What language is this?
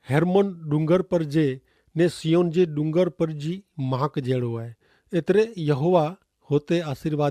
Kachhi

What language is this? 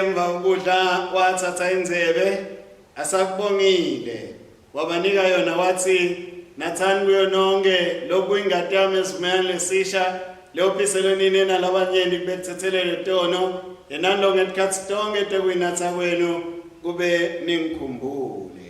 Swati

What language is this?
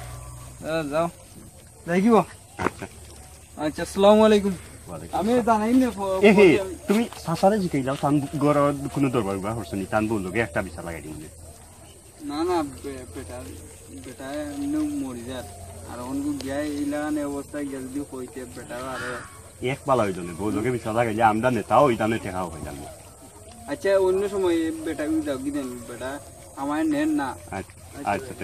Sylheti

